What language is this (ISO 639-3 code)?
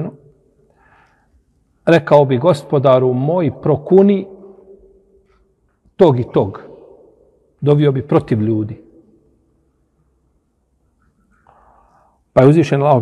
bos